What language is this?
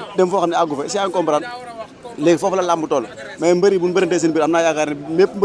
Wolof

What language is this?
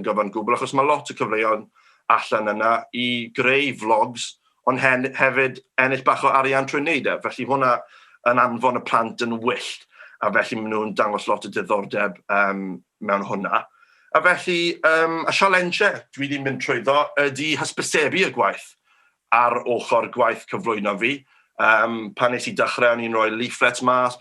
Welsh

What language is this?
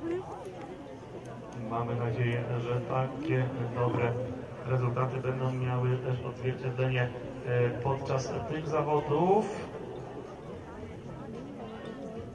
Polish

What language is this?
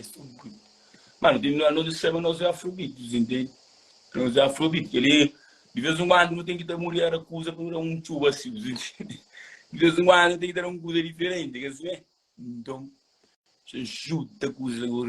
Kabuverdianu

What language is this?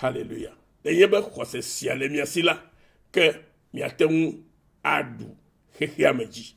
Ewe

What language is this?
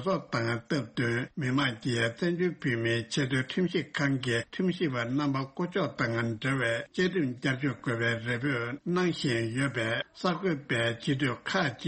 Tibetan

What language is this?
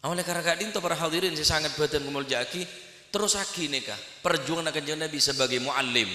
Madurese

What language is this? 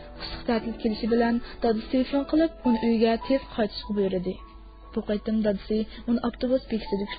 Uyghur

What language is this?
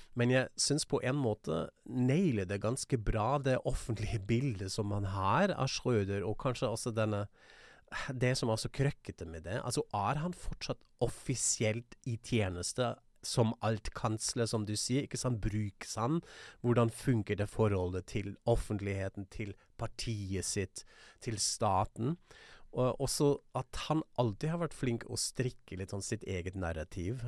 Norwegian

